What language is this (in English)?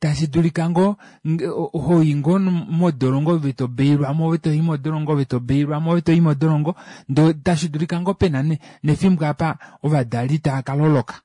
Kuanyama